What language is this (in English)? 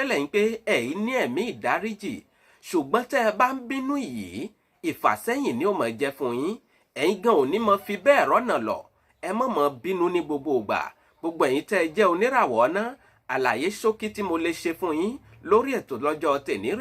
Yoruba